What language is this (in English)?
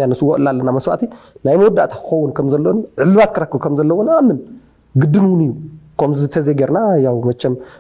Tigrinya